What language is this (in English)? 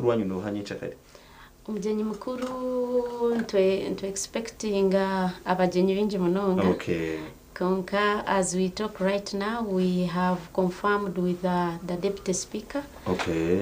Nyankole